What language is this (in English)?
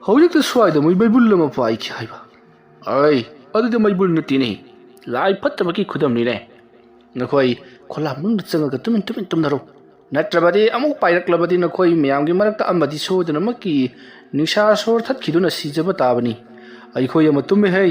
Manipuri